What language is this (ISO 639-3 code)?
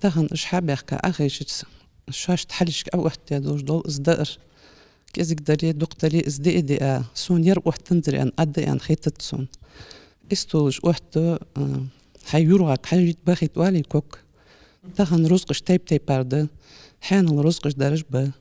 inh